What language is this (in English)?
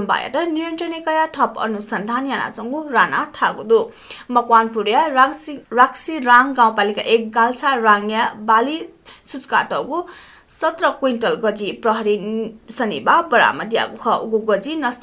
Newari